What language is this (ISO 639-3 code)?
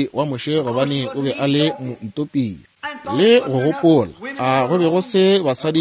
nso